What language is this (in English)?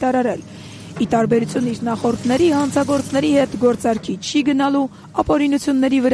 Armenian